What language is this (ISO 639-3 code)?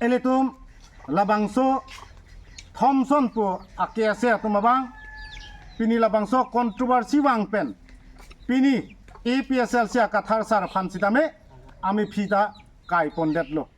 mjw